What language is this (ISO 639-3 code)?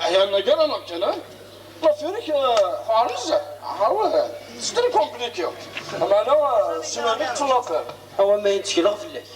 kab